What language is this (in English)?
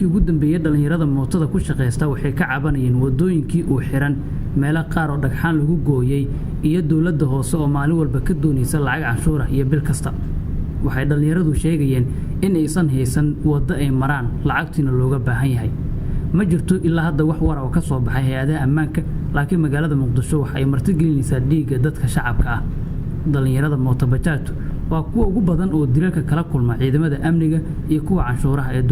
Somali